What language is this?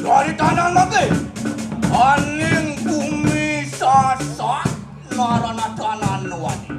Balinese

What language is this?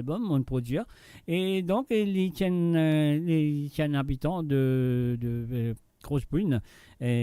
Morisyen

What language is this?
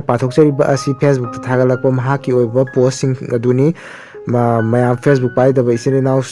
Manipuri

